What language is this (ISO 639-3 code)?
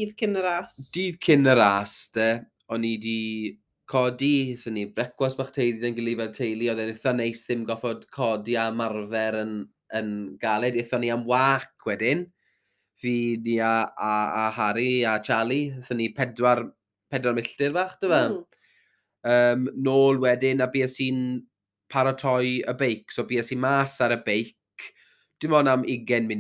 cym